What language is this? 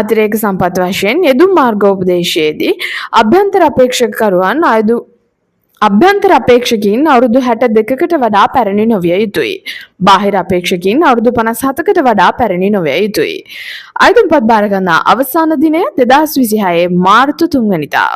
Sinhala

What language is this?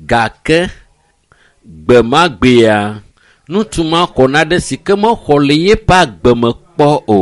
Ewe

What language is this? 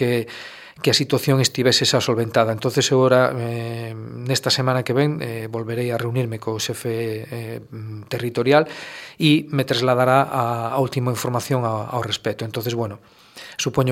Galician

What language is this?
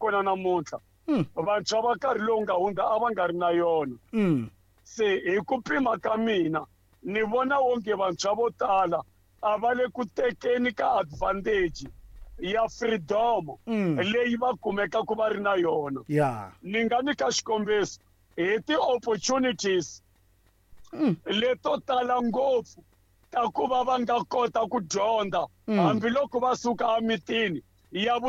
Tsonga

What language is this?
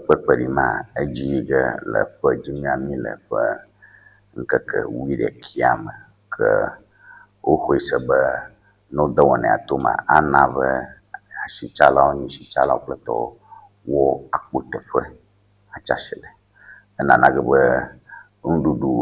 Ewe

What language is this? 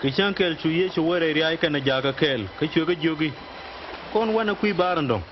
Nuer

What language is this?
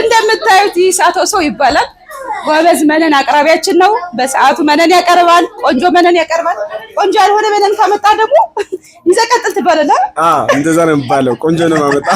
Amharic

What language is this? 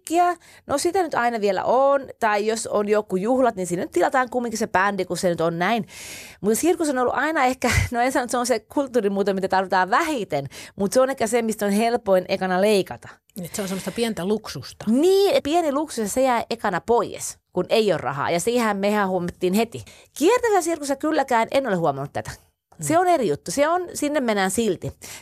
Finnish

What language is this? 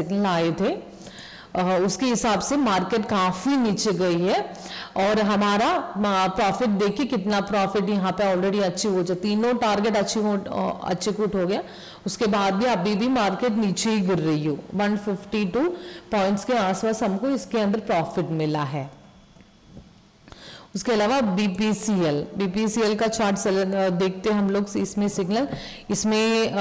Hindi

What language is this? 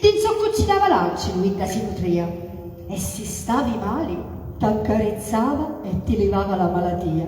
Sicilian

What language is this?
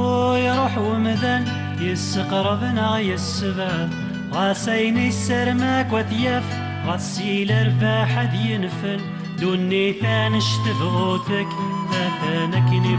Kabyle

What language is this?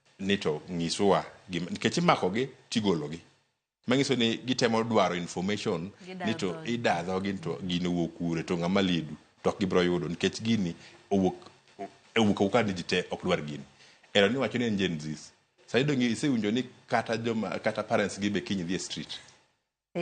Luo (Kenya and Tanzania)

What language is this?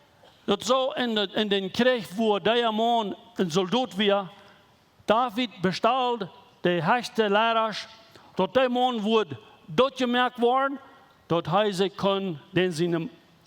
Plautdietsch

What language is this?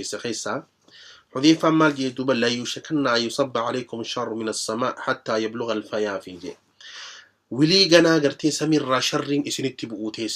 Oromo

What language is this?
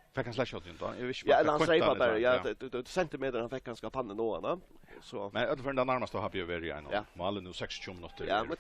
Faroese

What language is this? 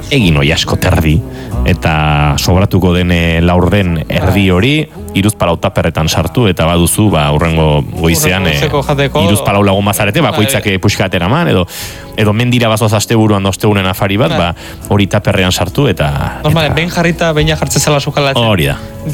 Basque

